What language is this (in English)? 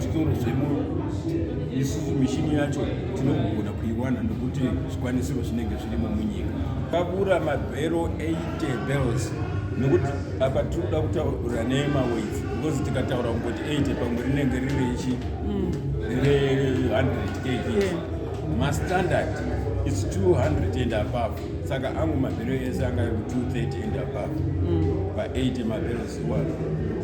Shona